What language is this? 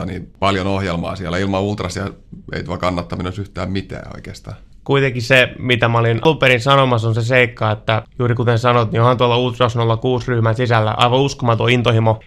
Finnish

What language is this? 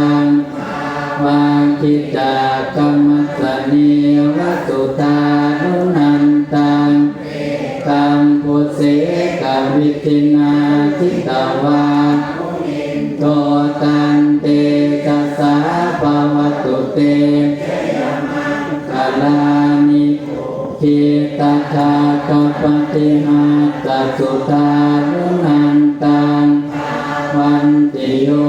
Pali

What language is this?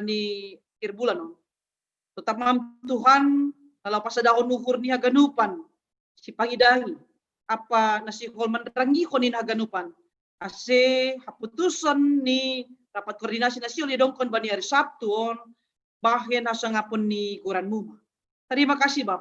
Batak Simalungun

